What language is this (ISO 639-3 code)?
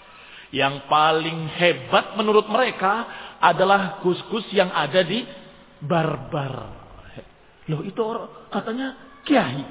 ind